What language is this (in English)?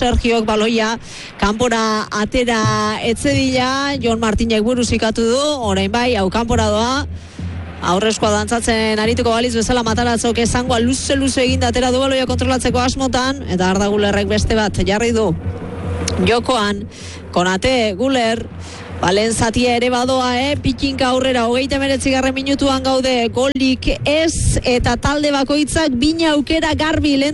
Basque